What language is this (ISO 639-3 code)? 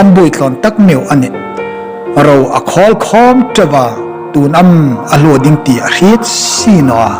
hmr